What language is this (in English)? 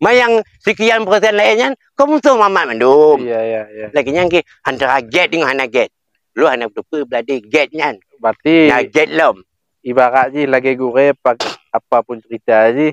Achinese